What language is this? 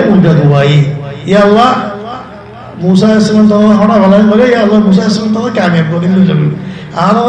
Rohingya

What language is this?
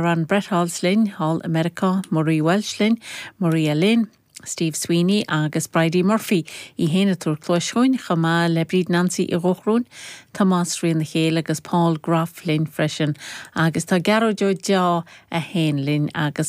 Irish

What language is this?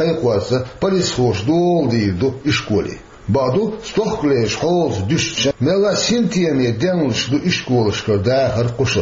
Chechen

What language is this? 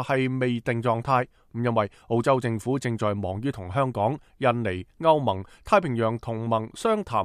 Cantonese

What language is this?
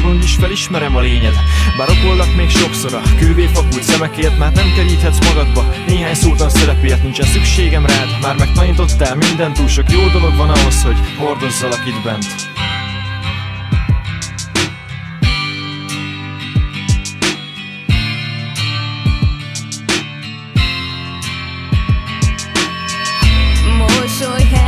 Hungarian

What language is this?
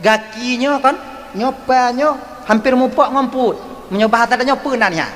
Achinese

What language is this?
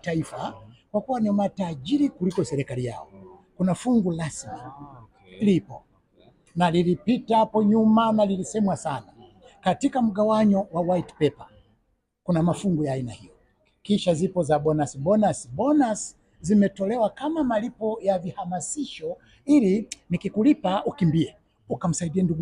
Swahili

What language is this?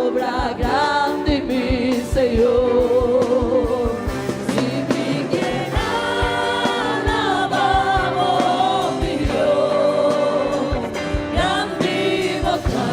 Papiamento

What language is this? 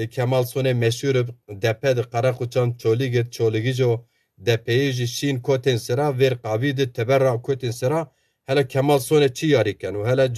Zaza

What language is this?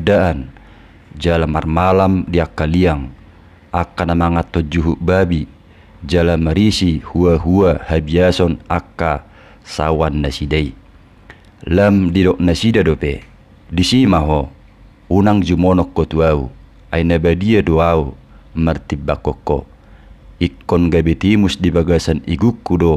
Batak Toba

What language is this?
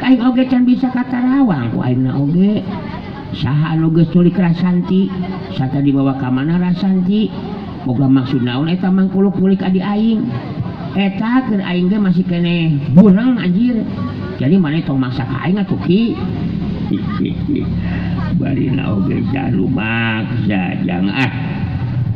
Sundanese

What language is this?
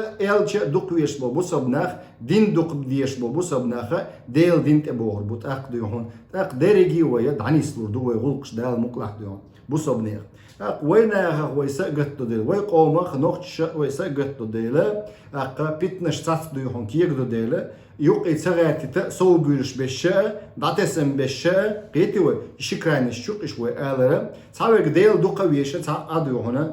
Chechen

